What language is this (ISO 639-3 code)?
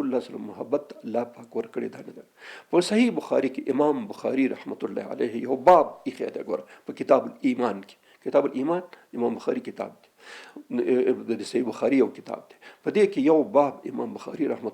pus